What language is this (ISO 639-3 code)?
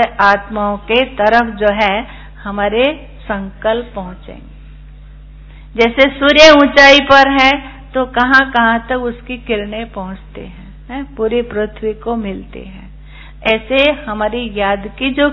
hin